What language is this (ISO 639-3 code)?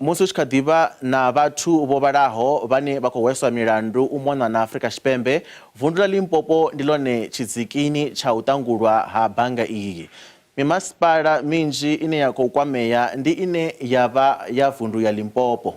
ven